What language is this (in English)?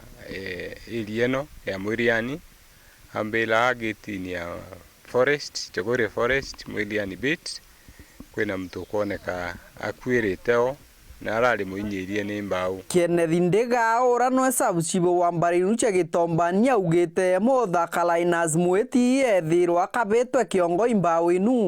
Meru